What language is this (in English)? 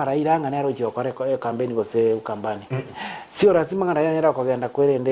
Gusii